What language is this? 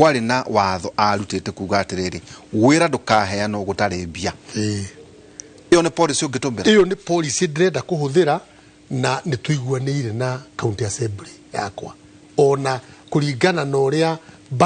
Kikuyu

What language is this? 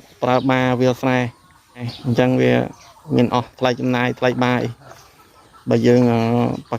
Khmer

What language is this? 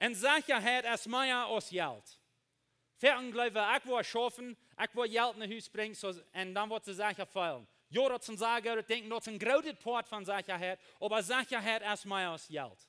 Plautdietsch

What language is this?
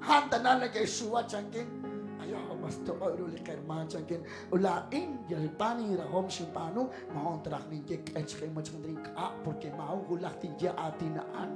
Kekchí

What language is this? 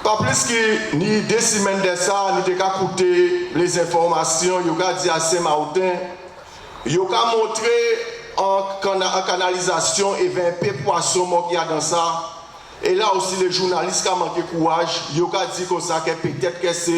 Guadeloupean Creole French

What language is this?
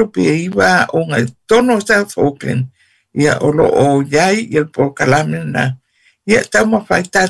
Samoan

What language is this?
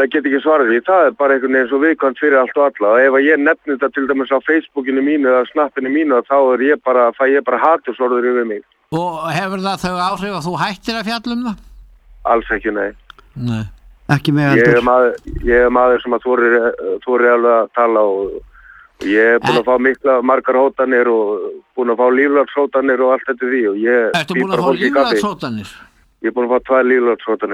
Icelandic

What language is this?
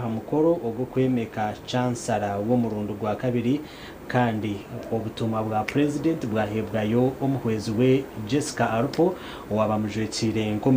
Nyankole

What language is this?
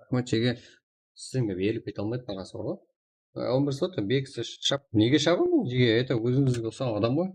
Kara-Kalpak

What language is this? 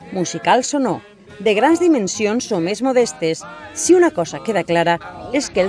Catalan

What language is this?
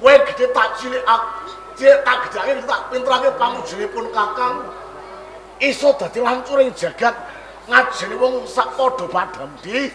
Javanese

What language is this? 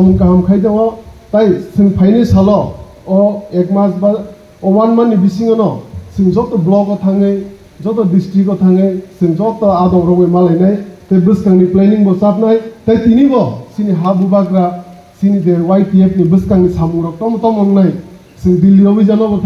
Kok Borok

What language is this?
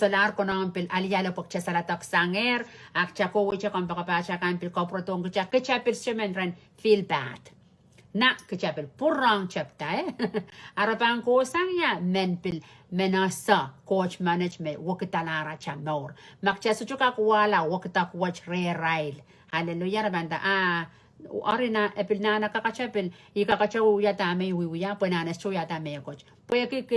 Pohnpeian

